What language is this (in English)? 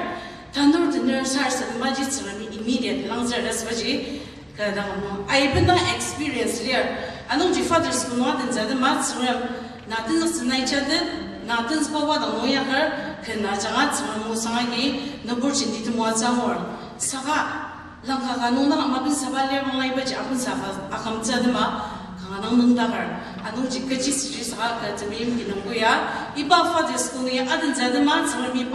Ao Naga